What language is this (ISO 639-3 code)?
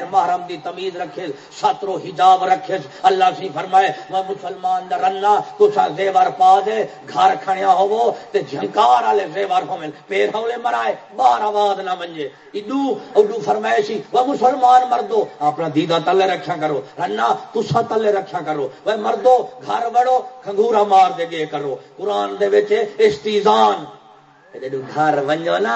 skr